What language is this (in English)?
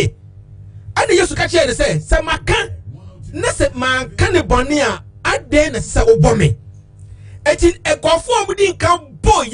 Akan